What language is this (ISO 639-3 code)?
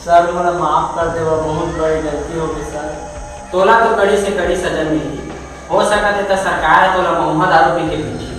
hne